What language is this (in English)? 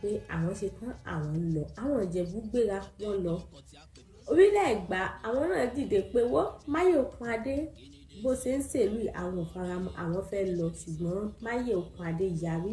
Yoruba